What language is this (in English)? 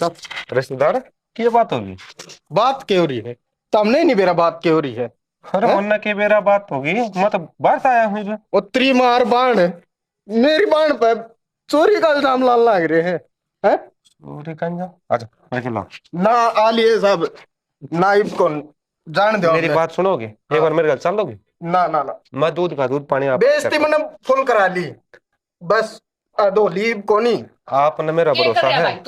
Haryanvi